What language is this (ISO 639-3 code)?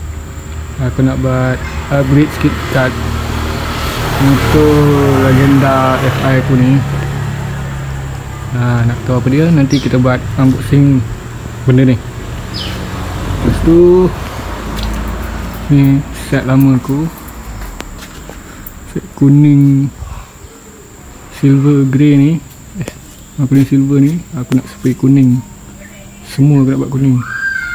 msa